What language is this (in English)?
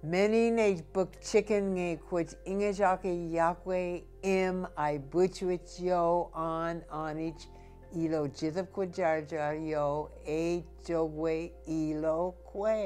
Marshallese